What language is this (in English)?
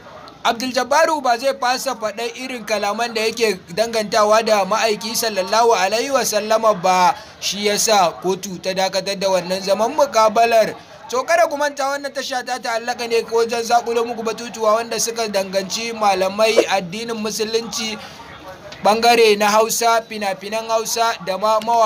Hausa